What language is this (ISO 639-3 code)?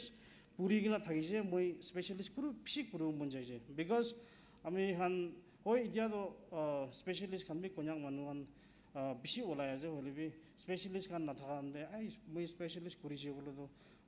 nag